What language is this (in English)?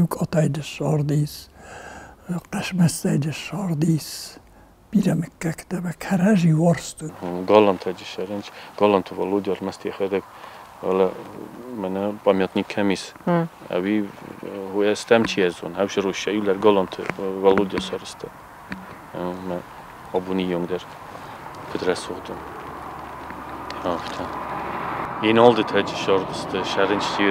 Ossetic